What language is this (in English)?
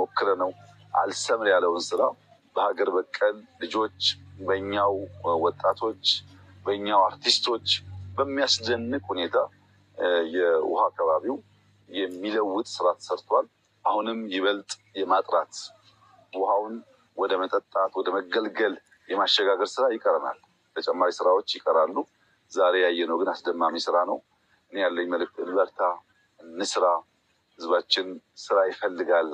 Amharic